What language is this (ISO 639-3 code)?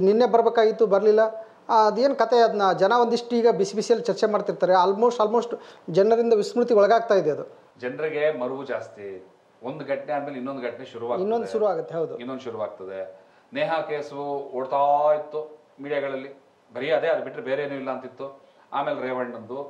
kan